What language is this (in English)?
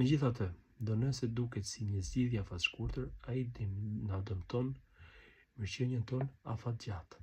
Albanian